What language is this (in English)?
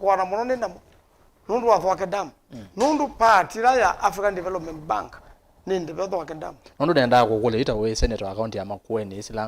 Kamba